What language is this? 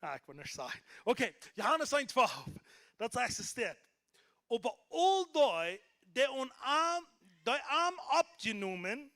Plautdietsch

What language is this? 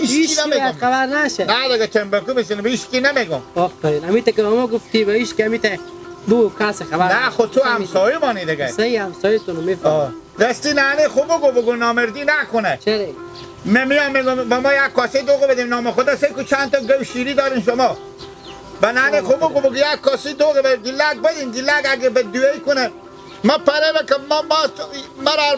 Hazaragi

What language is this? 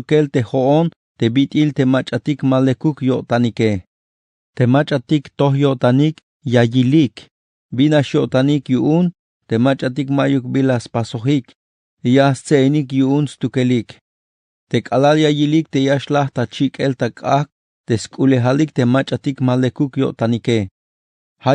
Tzeltal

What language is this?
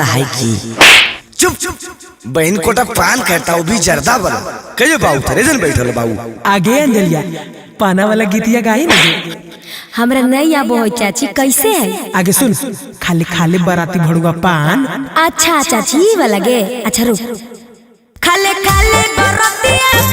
Magahi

